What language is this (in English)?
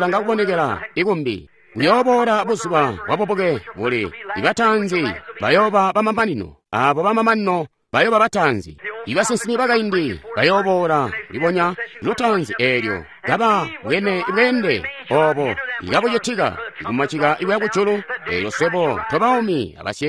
Tonga (Zambia)